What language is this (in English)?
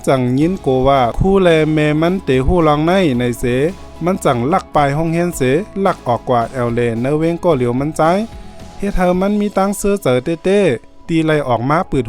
Shan